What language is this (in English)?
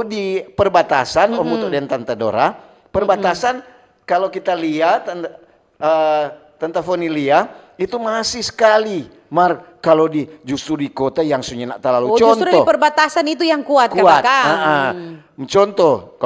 Manado Malay